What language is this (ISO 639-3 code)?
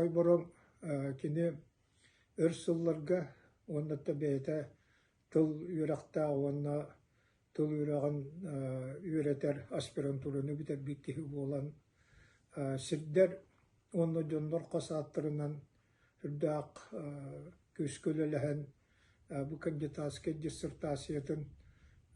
sah